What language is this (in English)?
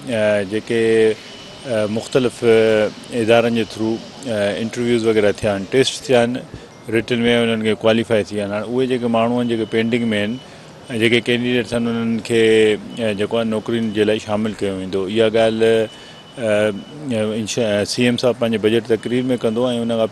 Sindhi